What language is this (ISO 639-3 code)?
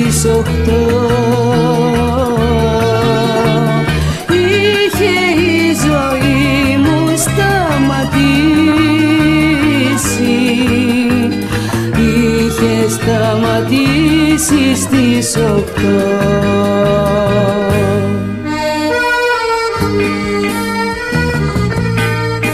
ell